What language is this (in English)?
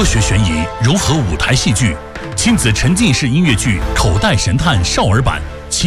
Chinese